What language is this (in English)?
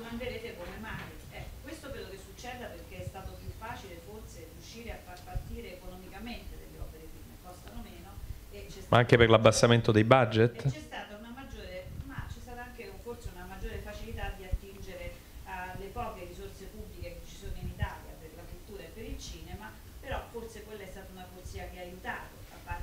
Italian